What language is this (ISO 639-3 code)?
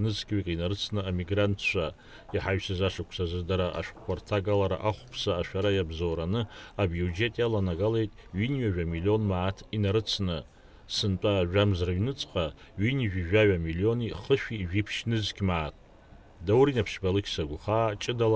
abk